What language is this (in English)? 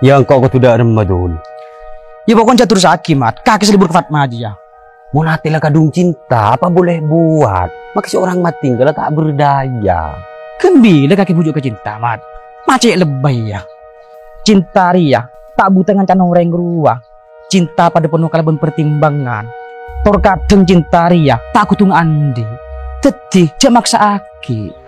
Madurese